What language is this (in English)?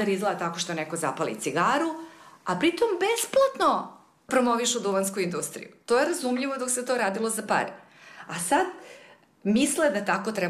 Serbian